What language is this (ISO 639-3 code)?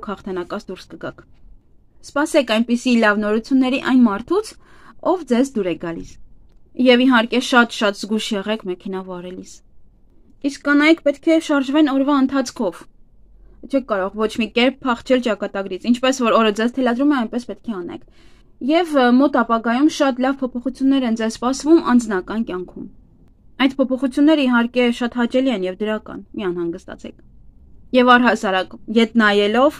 hye